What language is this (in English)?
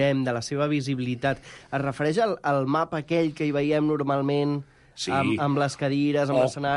Catalan